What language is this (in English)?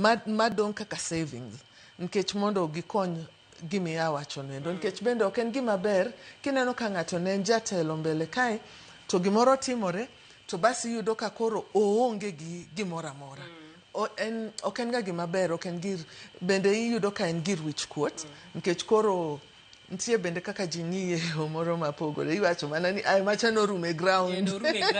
Luo (Kenya and Tanzania)